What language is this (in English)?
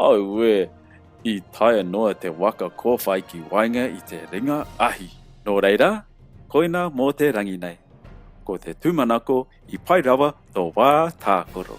Māori